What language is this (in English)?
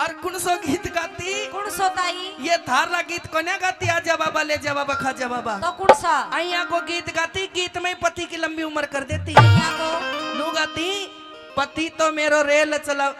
Haryanvi